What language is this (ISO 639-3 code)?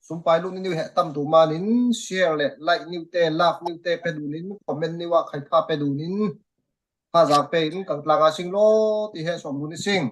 cfm